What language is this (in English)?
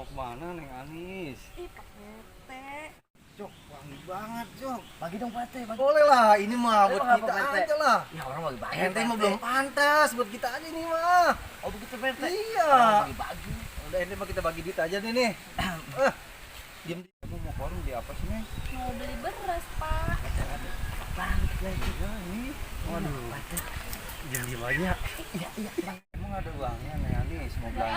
Betawi